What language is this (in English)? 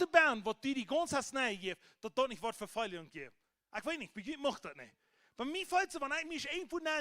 Plautdietsch